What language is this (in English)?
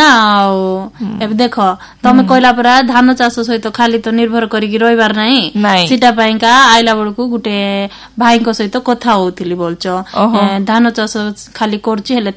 Odia